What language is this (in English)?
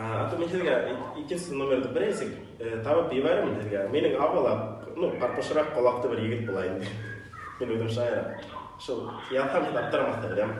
Bashkir